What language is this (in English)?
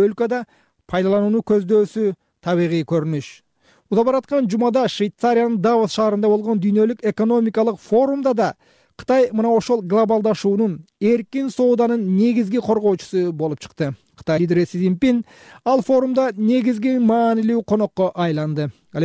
Kyrgyz